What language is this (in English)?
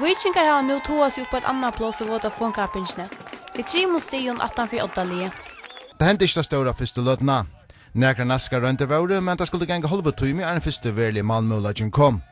Faroese